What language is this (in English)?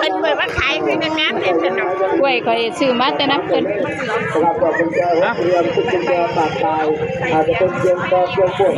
Northeastern Thai